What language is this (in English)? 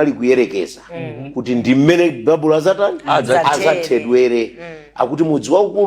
Nyanja